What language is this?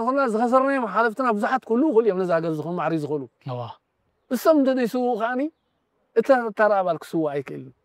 Tigrinya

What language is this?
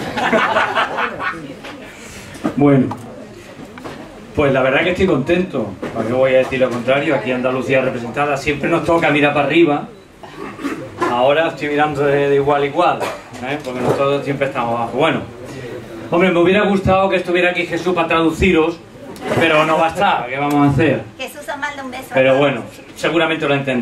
Spanish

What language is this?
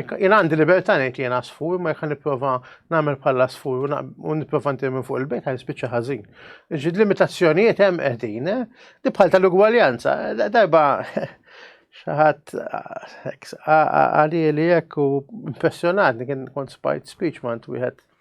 Maltese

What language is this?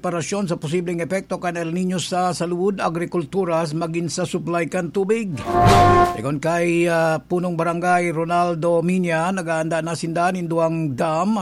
Bikol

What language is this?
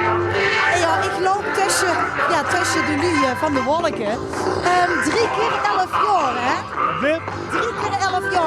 Limburgish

